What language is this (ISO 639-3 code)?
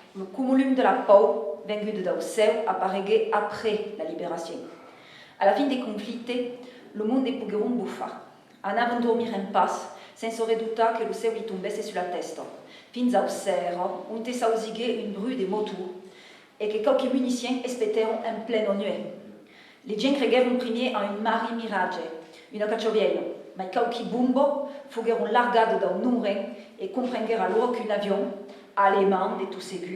oci